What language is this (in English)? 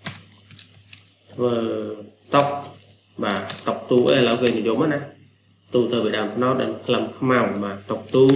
Khmer